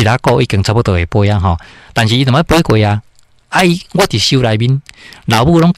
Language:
Min Nan Chinese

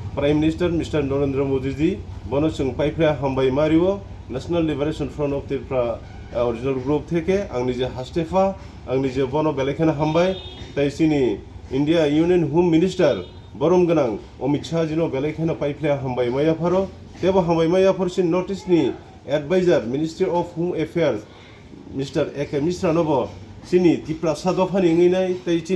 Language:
Kok Borok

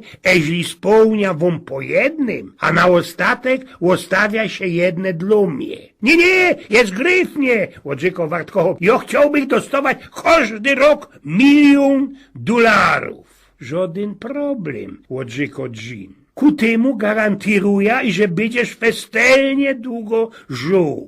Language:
Silesian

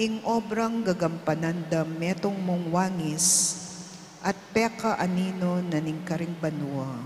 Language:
Pampanga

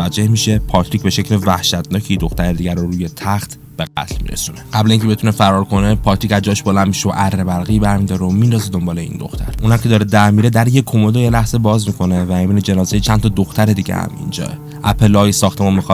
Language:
Persian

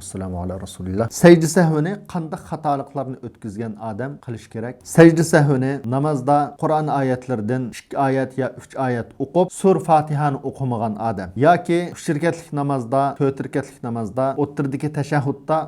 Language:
Uyghur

